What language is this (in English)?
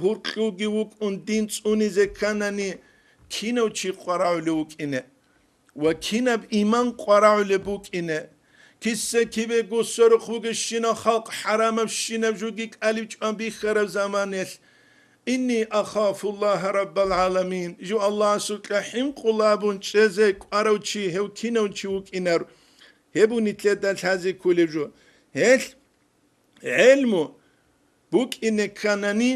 Avaric